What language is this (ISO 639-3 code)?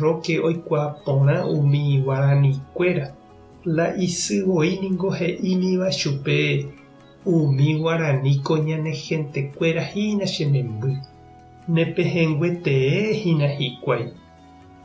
grn